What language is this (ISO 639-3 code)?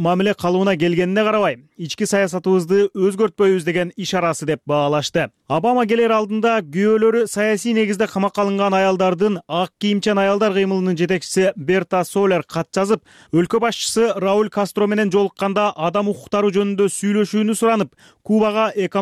kir